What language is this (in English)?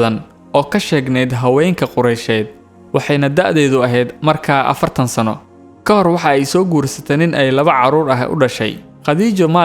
Somali